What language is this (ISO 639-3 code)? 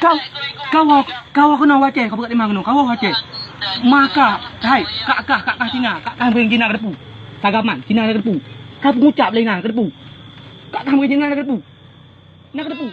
ace